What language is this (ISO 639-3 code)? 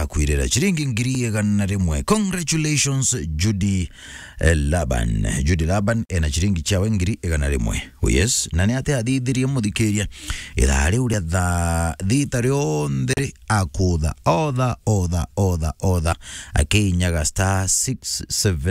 mer